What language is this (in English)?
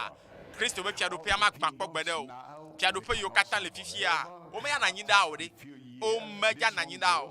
Ewe